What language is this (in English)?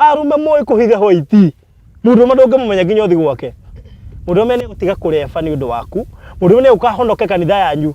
Kikuyu